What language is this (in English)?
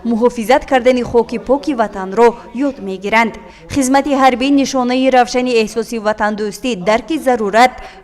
Tajik